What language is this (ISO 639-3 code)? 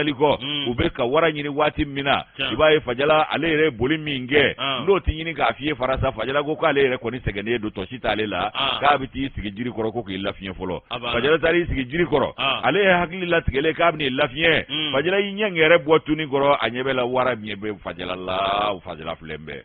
bam